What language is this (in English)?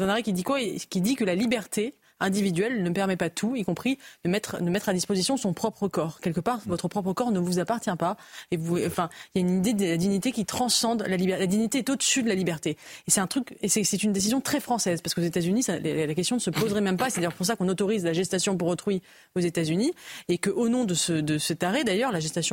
French